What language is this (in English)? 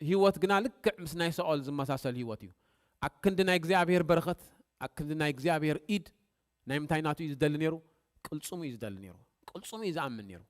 Tigrinya